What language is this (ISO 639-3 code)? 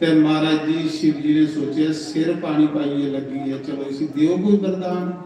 doi